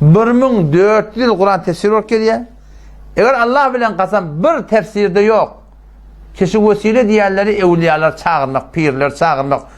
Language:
Turkmen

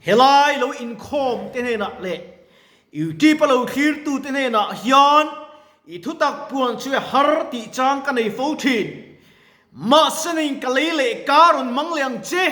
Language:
Mizo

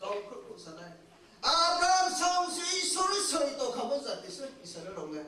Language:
Riang (India)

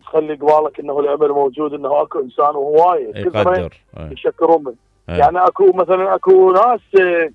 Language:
Mesopotamian Arabic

